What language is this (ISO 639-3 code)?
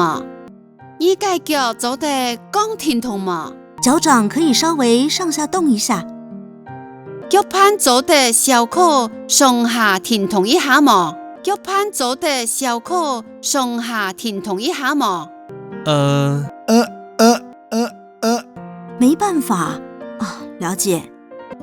hak